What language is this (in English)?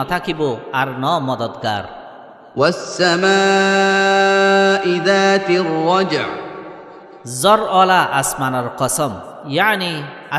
Rohingya